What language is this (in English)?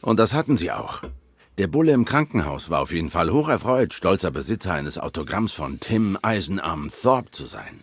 Swiss German